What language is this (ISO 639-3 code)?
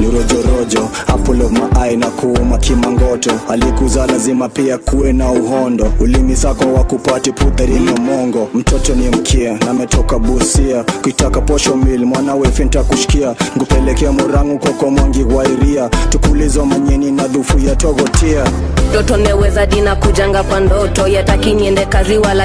swa